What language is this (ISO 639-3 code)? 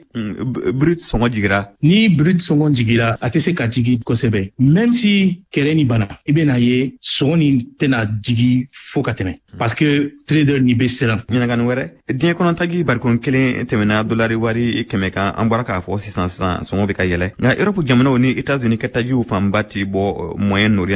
bam